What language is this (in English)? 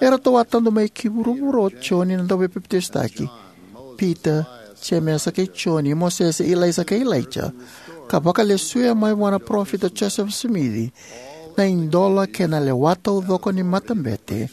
Fijian